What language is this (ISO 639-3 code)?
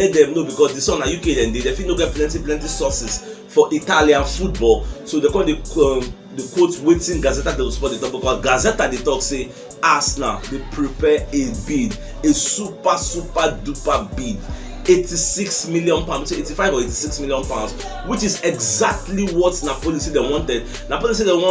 pcm